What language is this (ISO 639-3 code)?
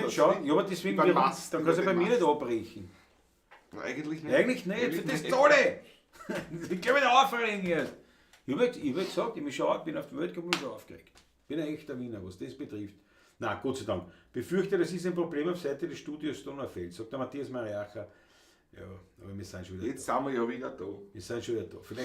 bar